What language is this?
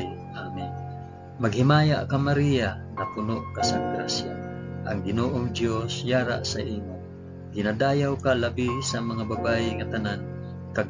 Hiligaynon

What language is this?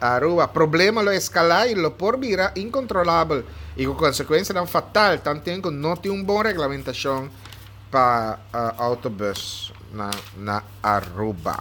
Papiamento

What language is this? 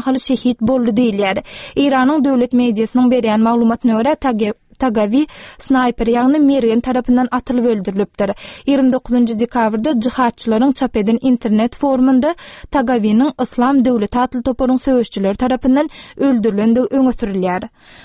Turkmen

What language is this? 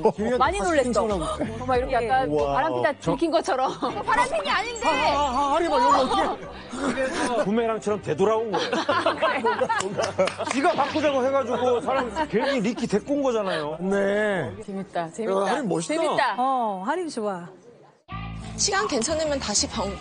Korean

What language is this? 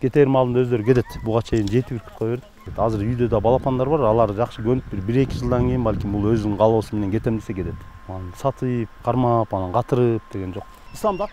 Kyrgyz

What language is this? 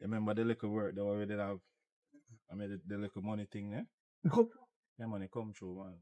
Jamaican Creole English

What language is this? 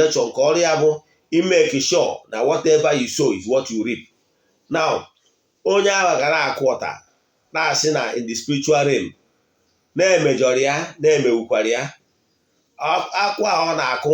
Igbo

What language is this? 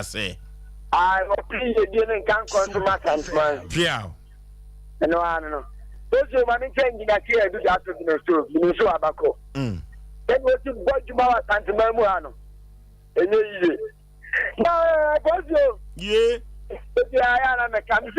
Akan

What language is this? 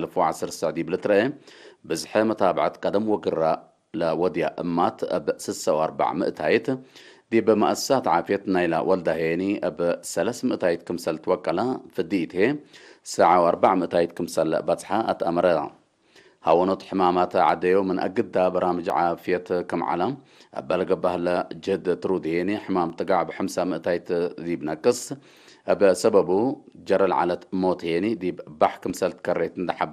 Tigre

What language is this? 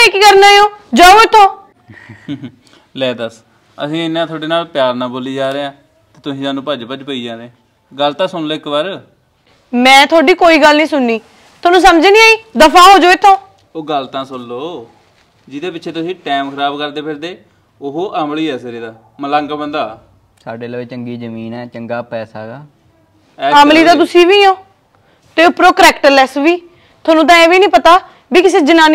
Punjabi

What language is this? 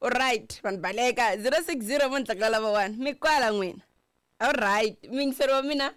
Tsonga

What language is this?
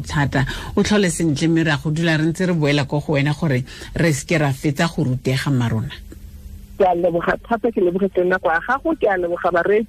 Tswana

